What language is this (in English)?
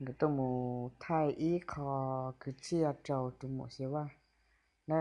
Hmong